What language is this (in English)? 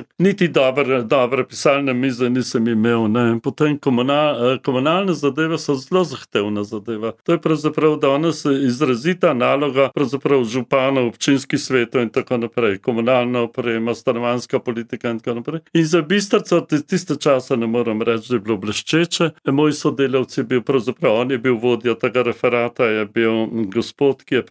Slovenian